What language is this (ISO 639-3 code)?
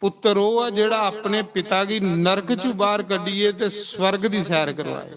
doi